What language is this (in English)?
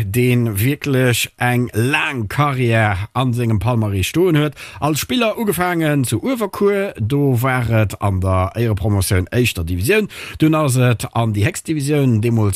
Luxembourgish